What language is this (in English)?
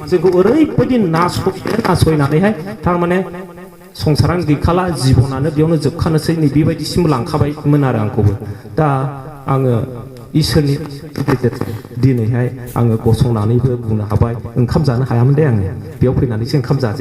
Bodo